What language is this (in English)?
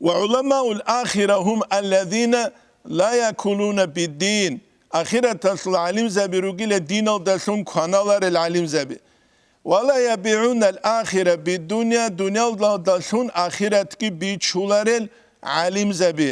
Avaric